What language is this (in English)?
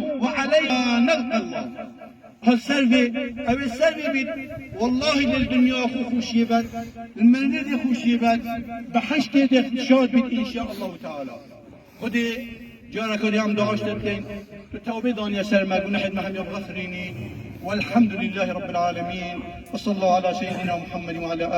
Kurdish